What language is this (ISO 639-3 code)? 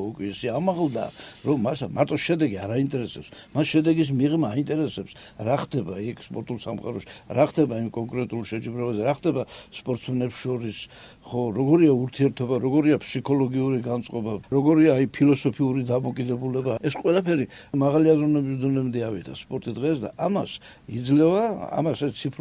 kat